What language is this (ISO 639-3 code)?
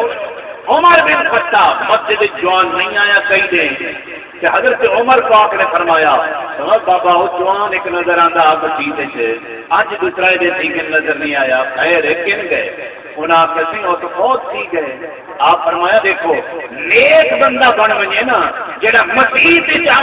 skr